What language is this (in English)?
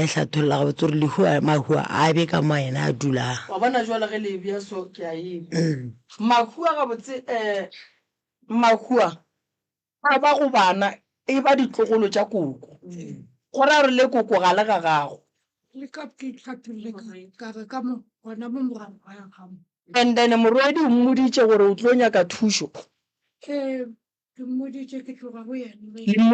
Northern Sotho